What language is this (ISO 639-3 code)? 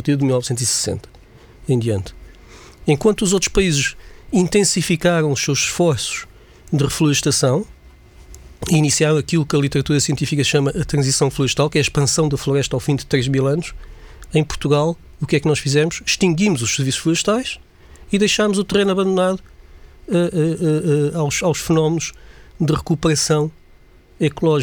por